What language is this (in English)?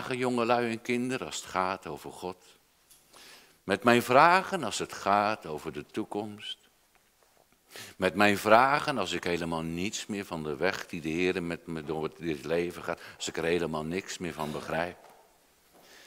Dutch